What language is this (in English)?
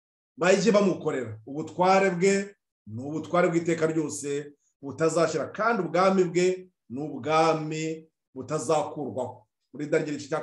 Kinyarwanda